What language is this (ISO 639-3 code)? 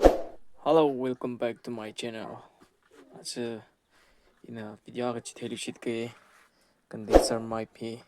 nmf